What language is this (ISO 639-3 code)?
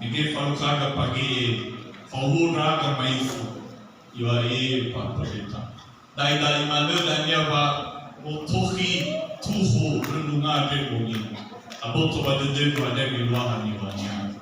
nia